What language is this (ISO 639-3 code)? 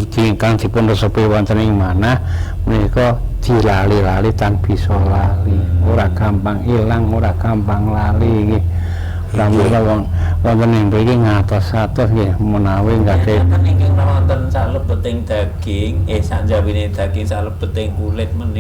jav